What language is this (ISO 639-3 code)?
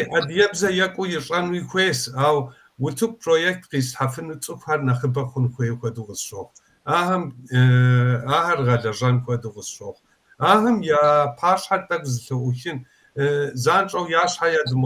kbd